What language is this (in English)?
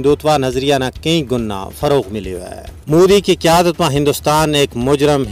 Gujari